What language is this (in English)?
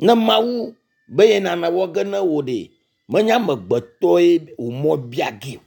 Ewe